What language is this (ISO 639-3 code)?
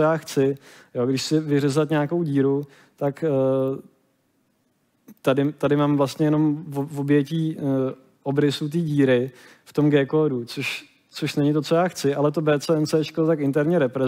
ces